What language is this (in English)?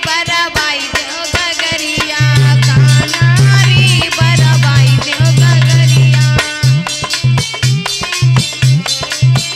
Bhojpuri